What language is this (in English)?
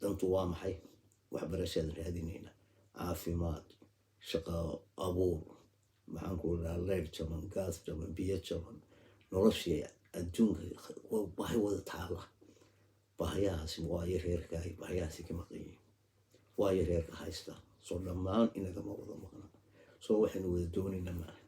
Somali